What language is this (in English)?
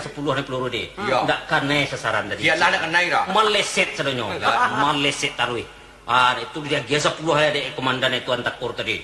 Minangkabau